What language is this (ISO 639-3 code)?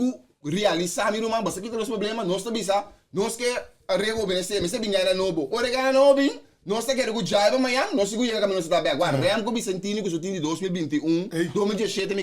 pap